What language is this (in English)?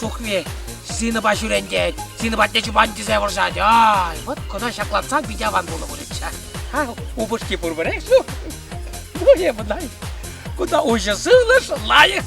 Chuvash